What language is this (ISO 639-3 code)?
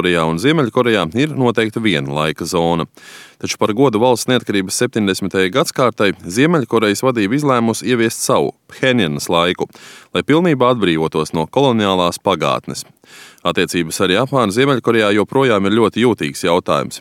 lav